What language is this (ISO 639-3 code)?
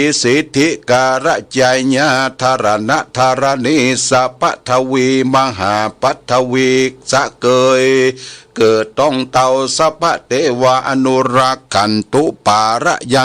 pli